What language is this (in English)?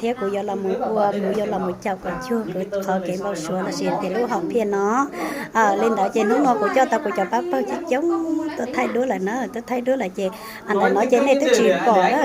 Hmong